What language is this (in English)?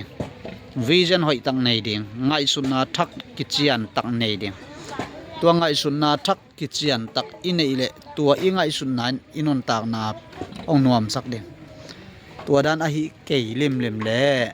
Tedim Chin